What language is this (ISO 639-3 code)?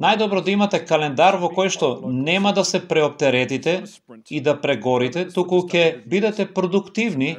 mkd